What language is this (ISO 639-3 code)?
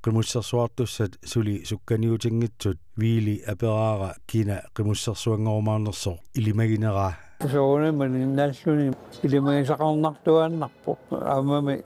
kal